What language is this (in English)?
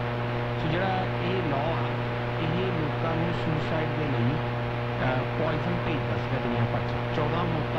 Punjabi